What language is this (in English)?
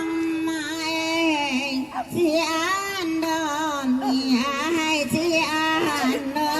Minangkabau